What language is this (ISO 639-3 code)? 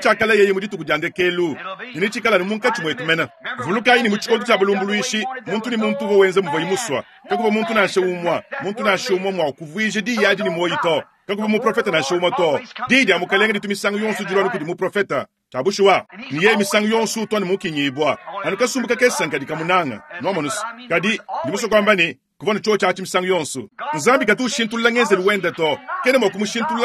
lua